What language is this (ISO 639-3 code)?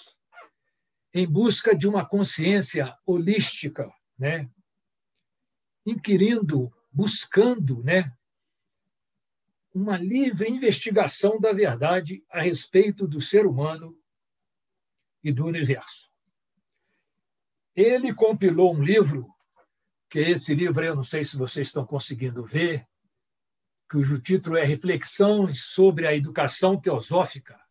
por